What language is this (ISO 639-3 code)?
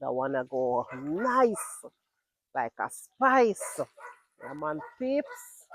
jam